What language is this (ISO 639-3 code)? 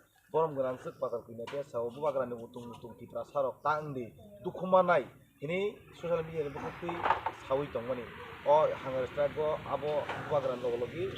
trp